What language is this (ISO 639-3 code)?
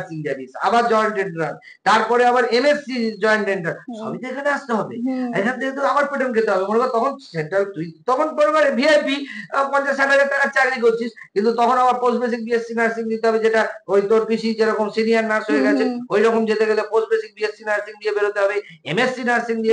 ben